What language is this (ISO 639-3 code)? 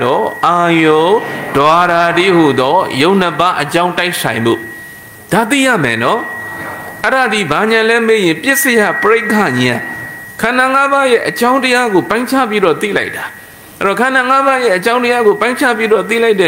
mya